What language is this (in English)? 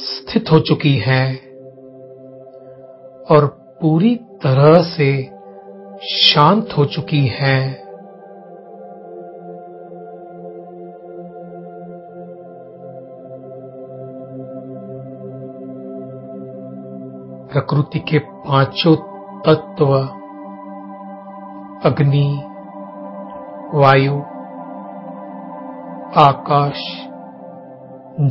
Hindi